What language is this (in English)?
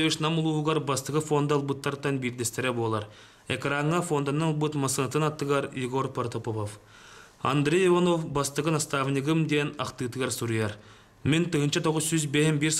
Yakut